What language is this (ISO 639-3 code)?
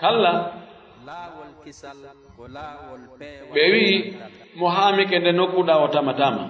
fuf